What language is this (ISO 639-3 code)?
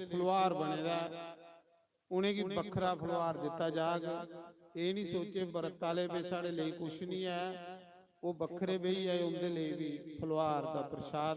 doi